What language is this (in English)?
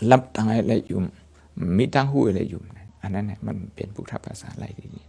Shan